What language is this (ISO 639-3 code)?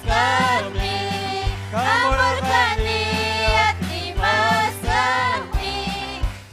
quy